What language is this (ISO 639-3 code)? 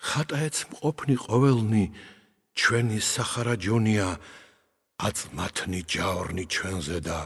kat